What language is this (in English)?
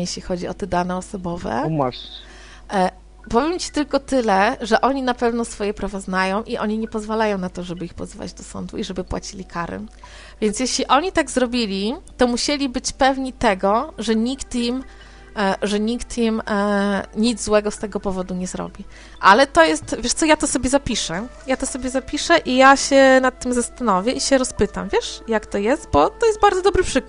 Polish